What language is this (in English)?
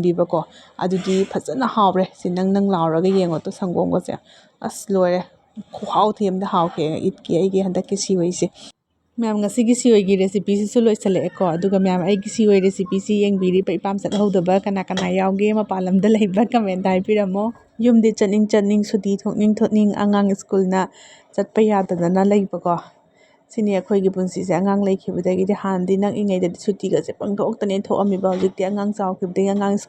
Manipuri